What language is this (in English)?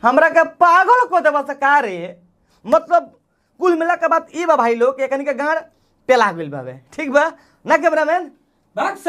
Bhojpuri